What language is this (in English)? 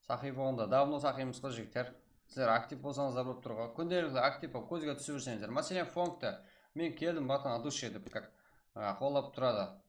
Kara-Kalpak